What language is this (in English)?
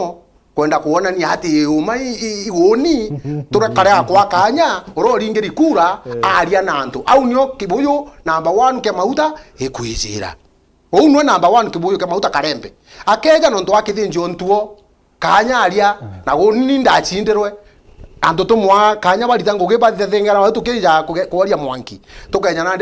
Meru